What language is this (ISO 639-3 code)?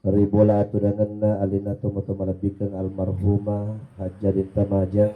bug